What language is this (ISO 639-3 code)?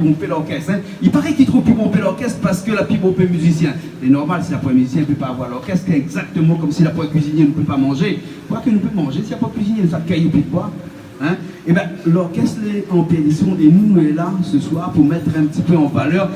rcf